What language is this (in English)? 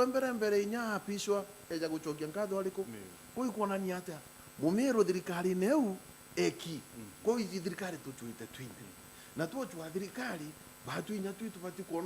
Meru